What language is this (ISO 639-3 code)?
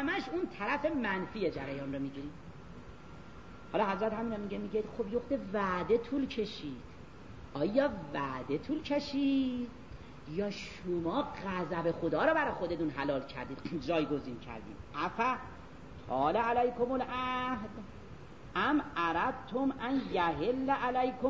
fas